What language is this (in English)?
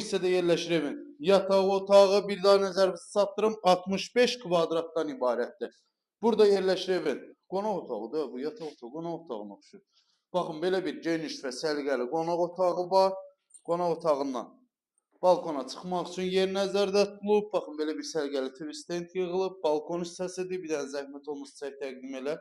Azerbaijani